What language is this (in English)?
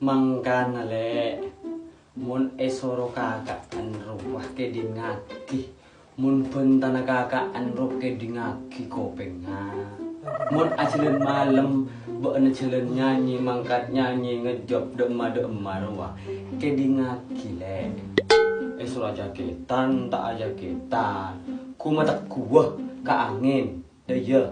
Madurese